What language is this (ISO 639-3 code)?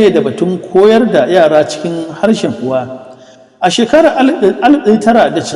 hau